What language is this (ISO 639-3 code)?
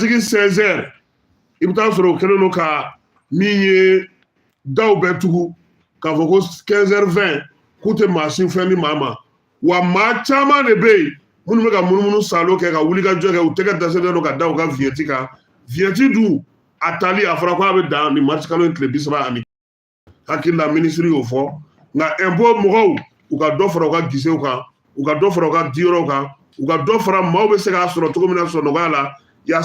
bam